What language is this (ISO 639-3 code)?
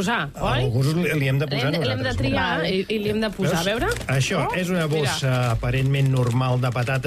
cat